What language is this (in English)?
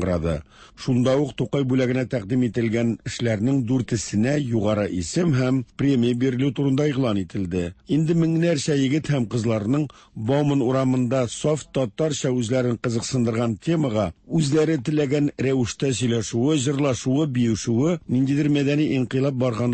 Tatar